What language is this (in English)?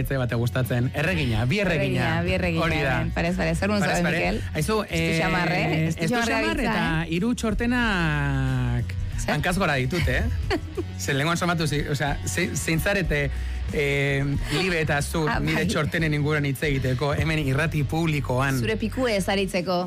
Basque